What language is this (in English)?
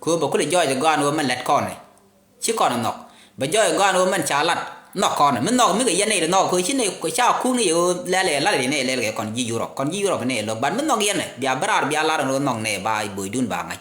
Nuer